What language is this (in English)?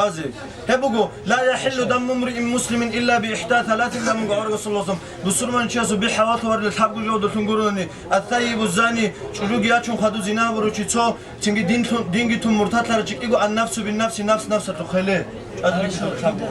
Avaric